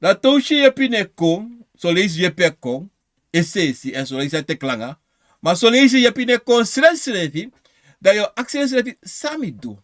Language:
Sranan Tongo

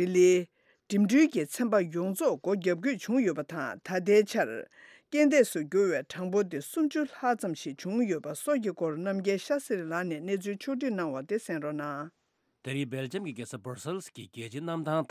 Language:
Tibetan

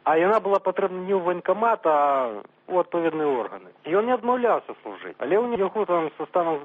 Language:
Belarusian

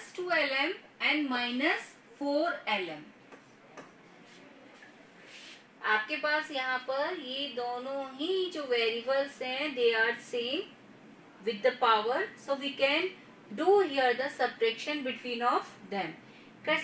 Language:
Hindi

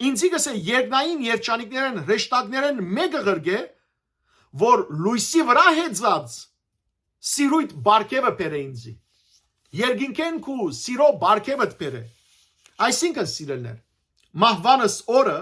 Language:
Western Armenian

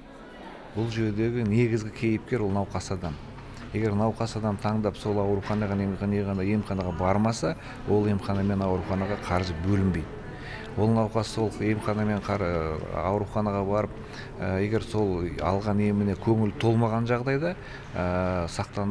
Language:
Kazakh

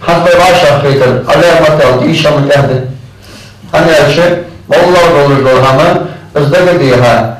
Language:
Ingush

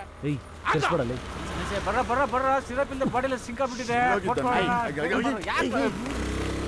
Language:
Kannada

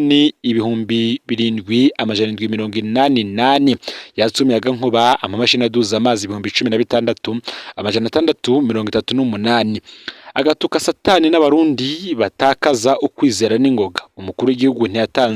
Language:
Rundi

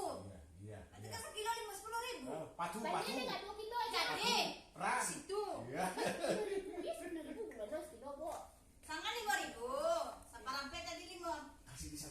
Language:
Minangkabau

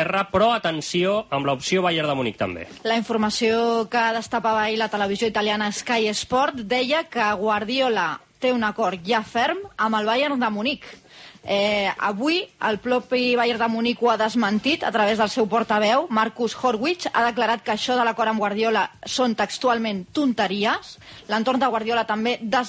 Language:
Catalan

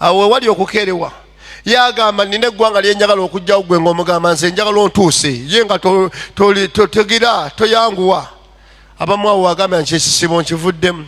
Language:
Ganda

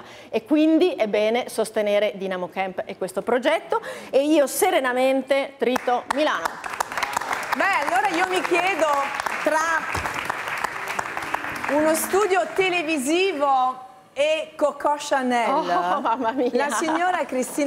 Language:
Italian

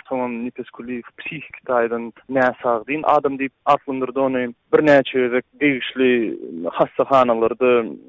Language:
Turkmen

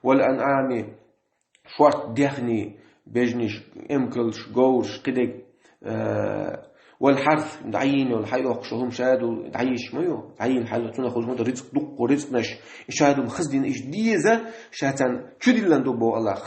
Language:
Chechen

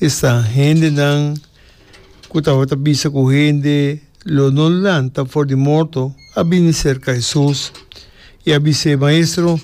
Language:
Papiamento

